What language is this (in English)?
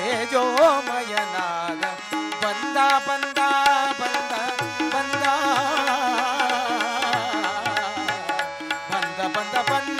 Kannada